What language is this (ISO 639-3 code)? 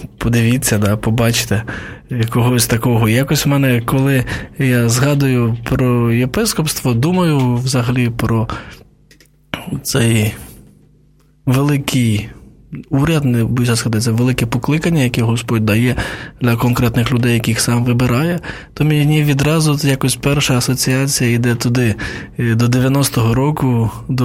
ukr